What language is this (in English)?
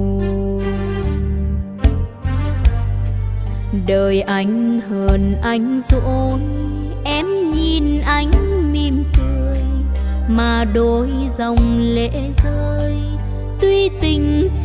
Vietnamese